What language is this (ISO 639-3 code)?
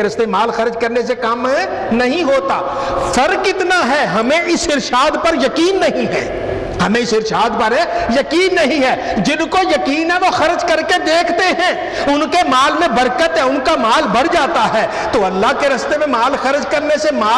urd